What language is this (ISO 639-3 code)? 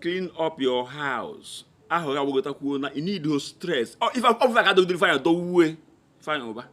ibo